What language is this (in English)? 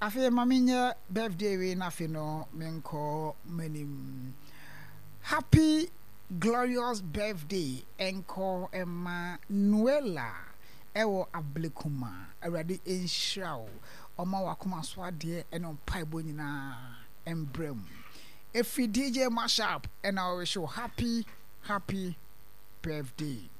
Akan